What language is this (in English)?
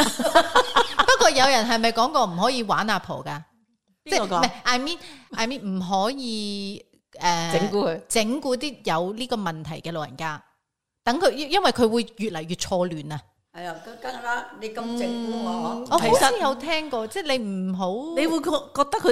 Cantonese